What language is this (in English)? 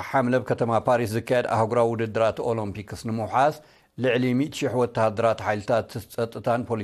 Tigrinya